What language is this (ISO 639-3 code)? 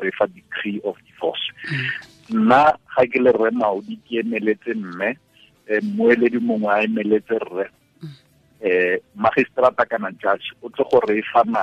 tsn